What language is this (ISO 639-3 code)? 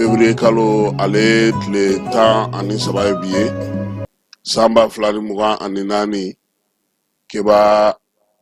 bam